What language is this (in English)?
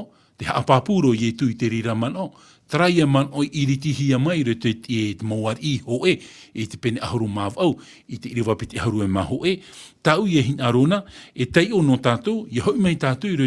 Tahitian